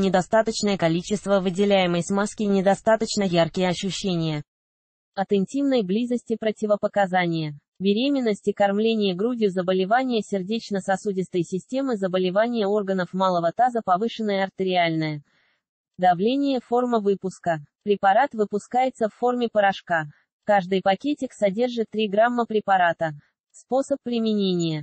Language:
Russian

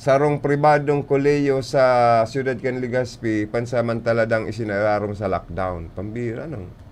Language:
Bikol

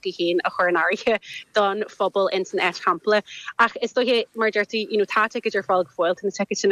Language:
Irish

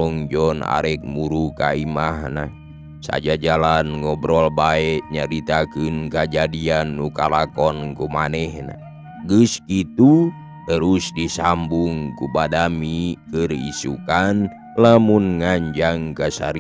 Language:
Sundanese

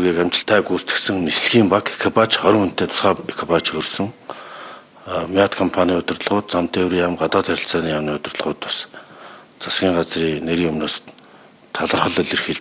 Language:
Mongolian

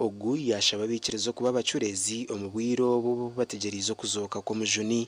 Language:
Nyankole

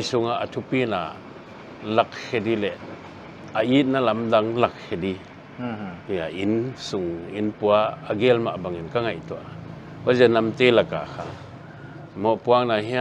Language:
Paite Chin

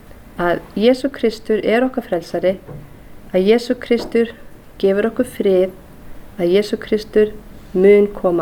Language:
Icelandic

